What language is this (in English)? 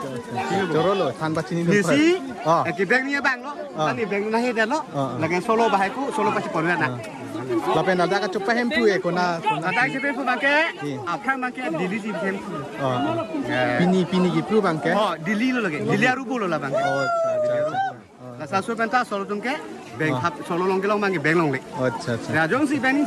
Karbi